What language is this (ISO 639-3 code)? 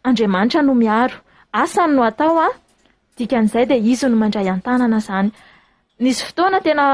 mlg